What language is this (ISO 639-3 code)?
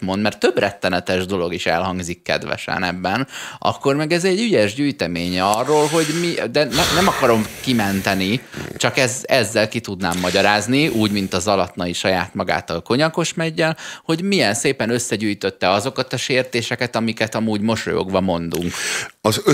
hun